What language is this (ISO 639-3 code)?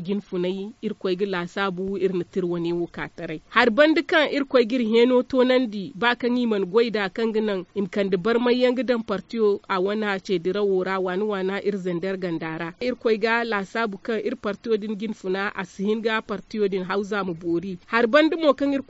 dje